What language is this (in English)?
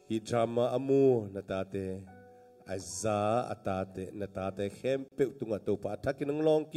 Tedim Chin